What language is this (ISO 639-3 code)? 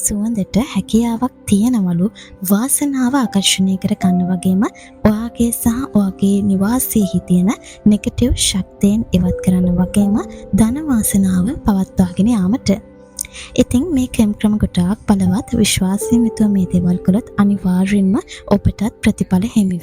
sin